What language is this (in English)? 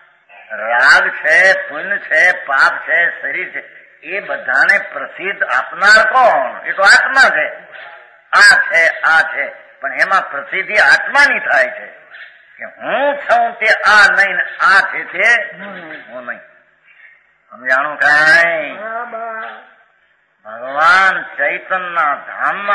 Gujarati